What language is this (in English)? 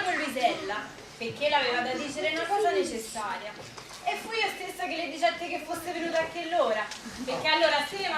Neapolitan